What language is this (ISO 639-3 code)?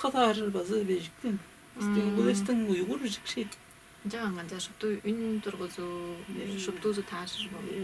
tyv